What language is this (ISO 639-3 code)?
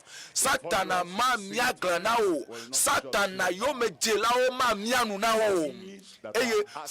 ewe